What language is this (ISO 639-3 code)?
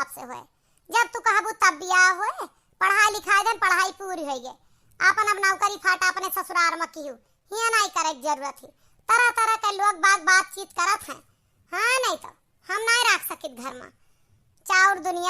awa